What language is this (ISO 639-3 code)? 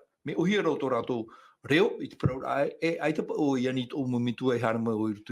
tah